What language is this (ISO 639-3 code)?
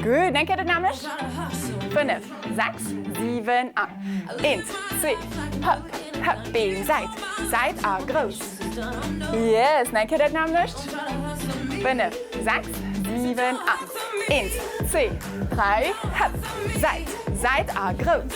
ltz